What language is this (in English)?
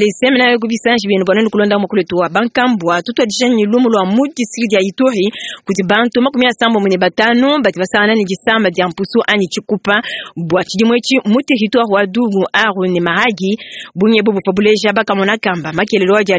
Luba-Lulua